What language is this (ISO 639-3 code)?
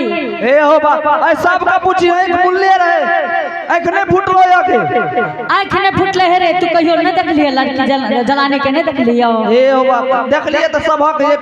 anp